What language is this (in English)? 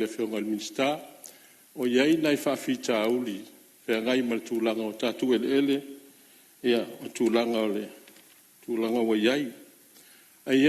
Samoan